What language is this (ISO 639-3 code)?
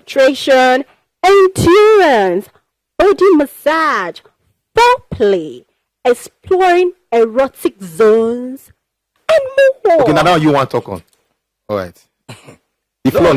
pcm